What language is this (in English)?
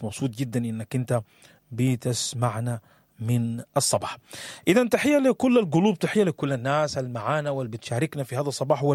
Sudanese Arabic